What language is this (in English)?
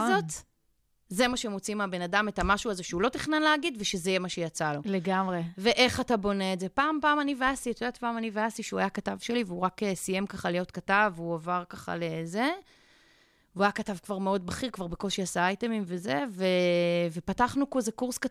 Hebrew